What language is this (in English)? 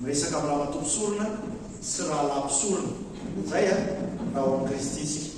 Malagasy